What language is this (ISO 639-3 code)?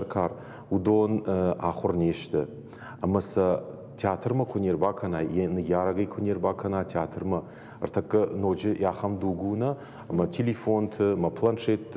oss